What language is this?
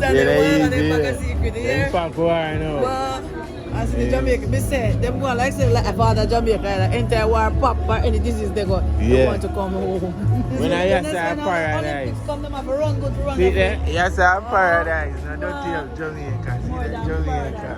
Jamaican Creole English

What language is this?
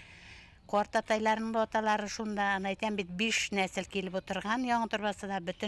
Bashkir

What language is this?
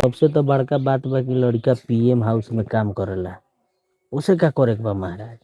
Bhojpuri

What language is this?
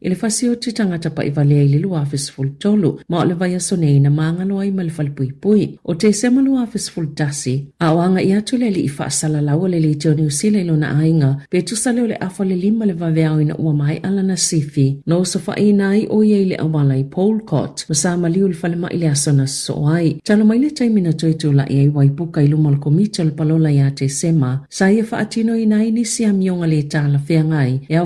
Samoan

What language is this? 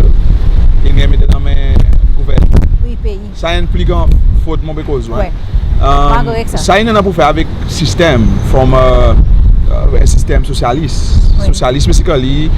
Seselwa Creole French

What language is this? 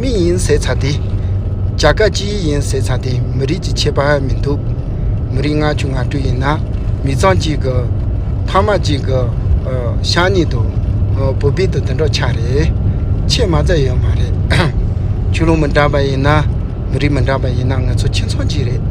Tibetan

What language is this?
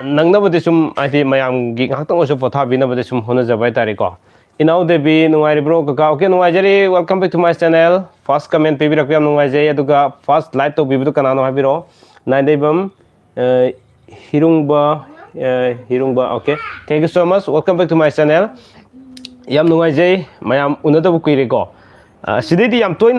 Manipuri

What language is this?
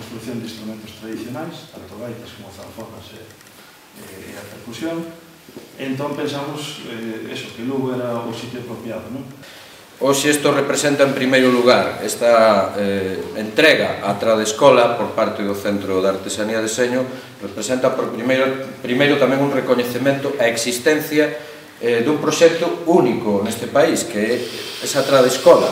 Galician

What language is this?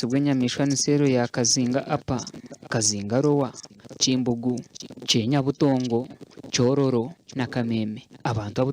Nyankole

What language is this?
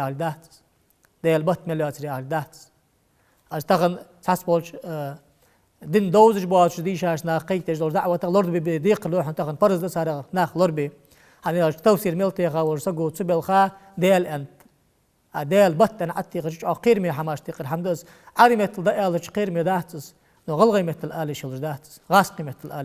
Ingush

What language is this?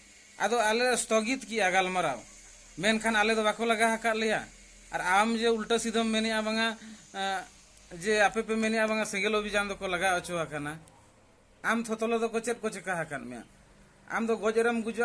Santali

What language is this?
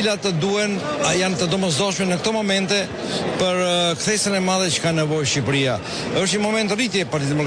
Albanian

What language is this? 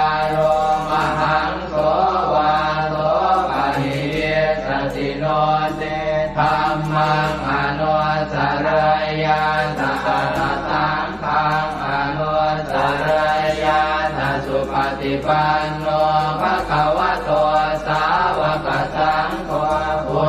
Pali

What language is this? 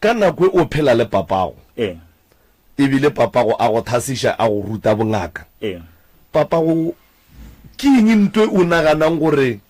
Northern Sotho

